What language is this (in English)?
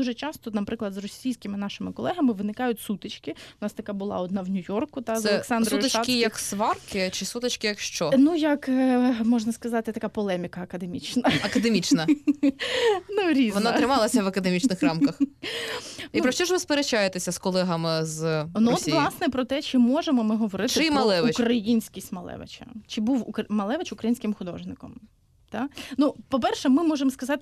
Ukrainian